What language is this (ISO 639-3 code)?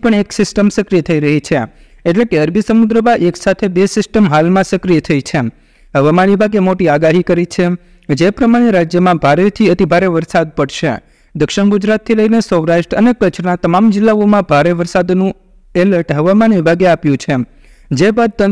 guj